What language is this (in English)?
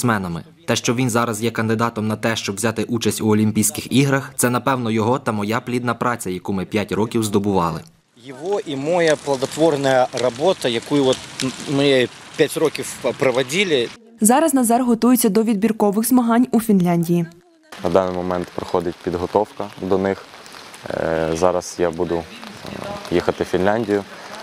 Ukrainian